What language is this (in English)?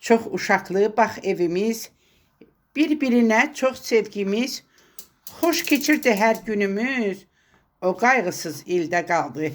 Azerbaijani